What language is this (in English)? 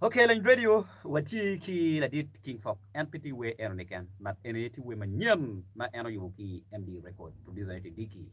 Acoli